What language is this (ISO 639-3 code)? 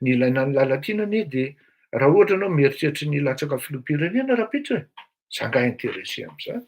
mlg